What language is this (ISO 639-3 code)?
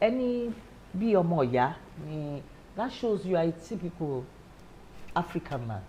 yor